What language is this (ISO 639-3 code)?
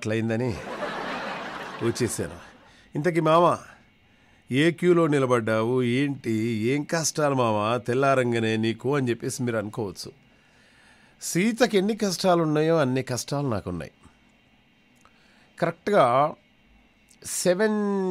tel